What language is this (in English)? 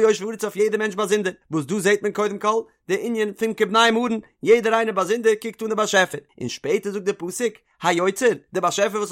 Yiddish